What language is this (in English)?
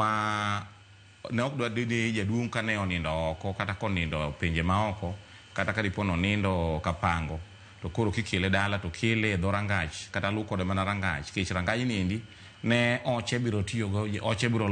Luo (Kenya and Tanzania)